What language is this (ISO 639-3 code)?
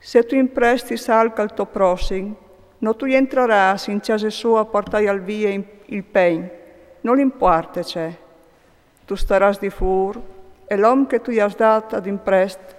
fur